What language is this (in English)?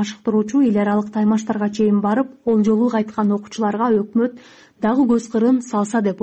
Kyrgyz